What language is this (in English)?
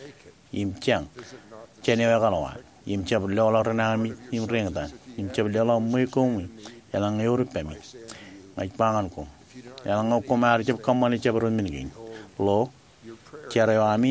Marshallese